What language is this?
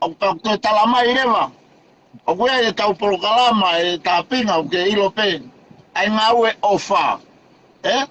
Tongan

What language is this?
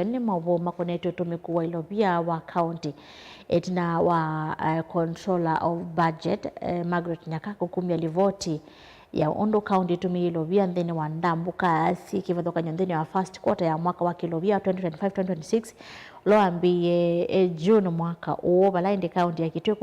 Kamba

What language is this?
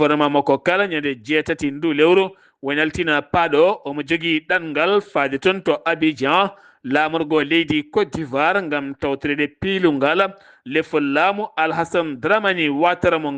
Fula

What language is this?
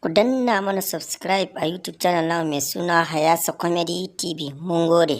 Hausa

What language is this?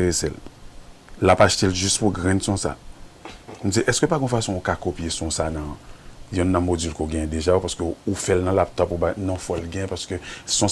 Haitian Creole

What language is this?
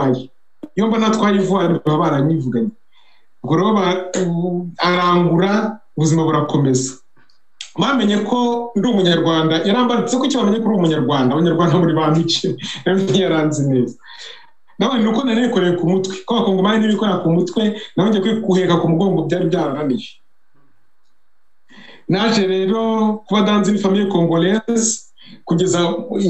Kinyarwanda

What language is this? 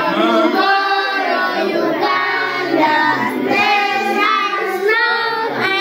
Acoli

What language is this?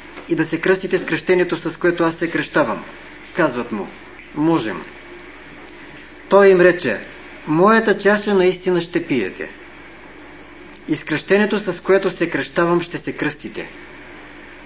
Bulgarian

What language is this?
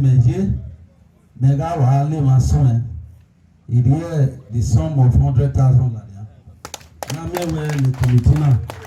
Bini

